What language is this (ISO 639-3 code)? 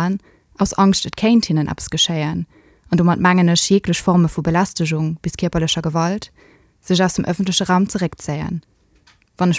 ltz